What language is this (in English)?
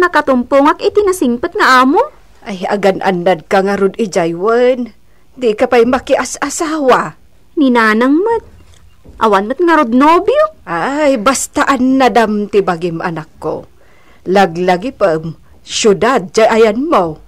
Iloko